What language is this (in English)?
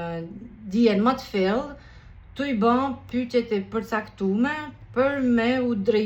Albanian